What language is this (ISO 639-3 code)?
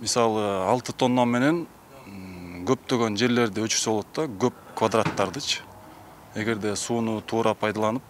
kir